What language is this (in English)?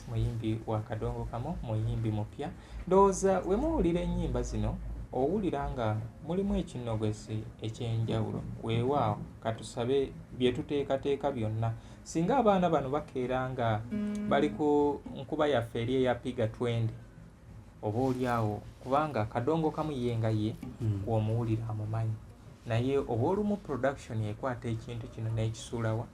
Ganda